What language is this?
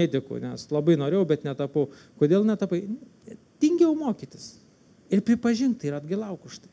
Lithuanian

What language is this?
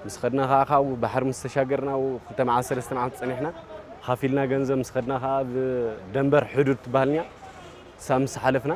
Tigrinya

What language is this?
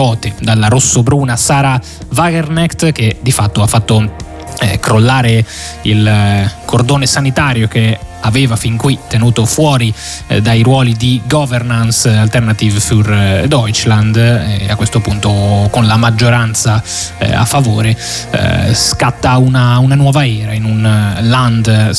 Italian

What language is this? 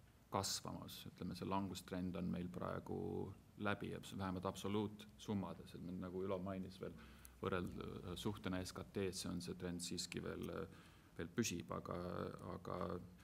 Estonian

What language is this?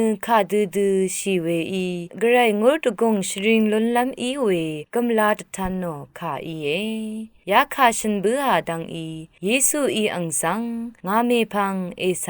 Rawang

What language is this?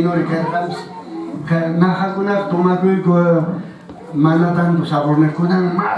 Quechua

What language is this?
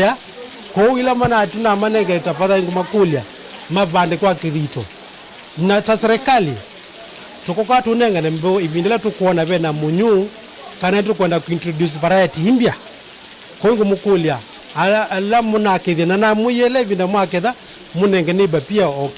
Kamba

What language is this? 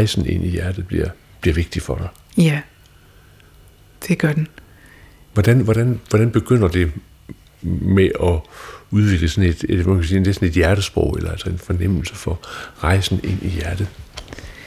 Danish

